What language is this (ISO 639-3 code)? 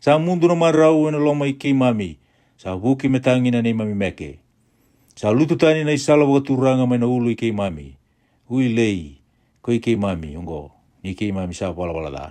fij